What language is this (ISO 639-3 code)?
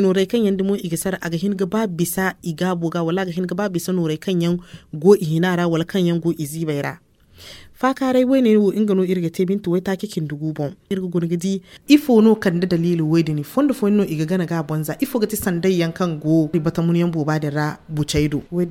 dje